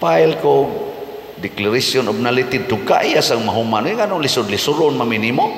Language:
Cebuano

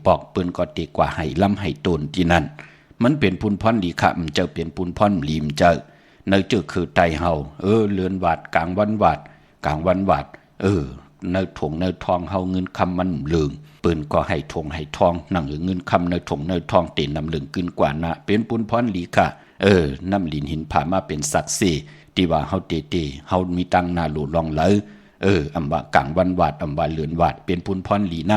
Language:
Shan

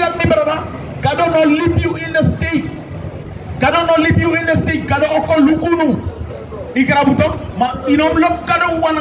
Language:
Sranan Tongo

